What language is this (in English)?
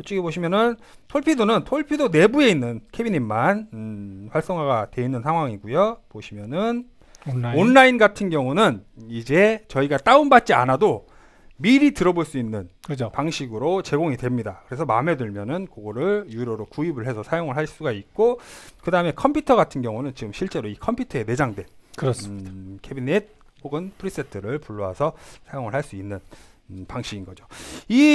Korean